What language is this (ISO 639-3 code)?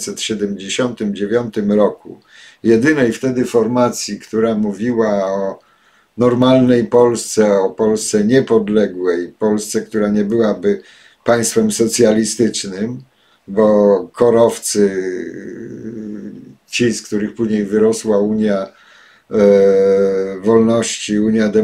pol